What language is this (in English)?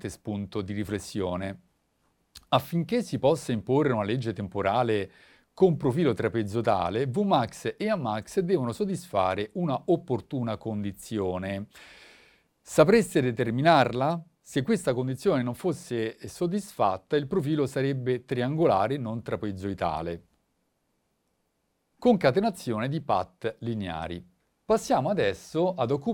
Italian